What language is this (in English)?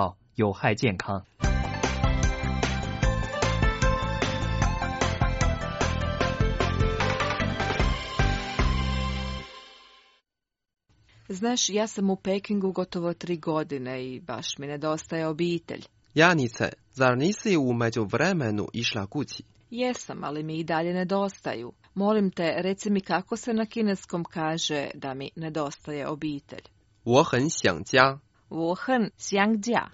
Croatian